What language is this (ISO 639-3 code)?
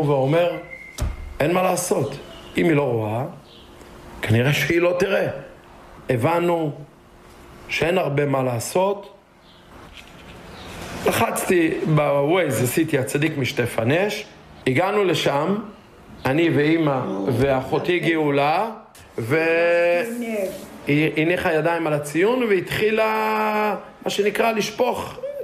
heb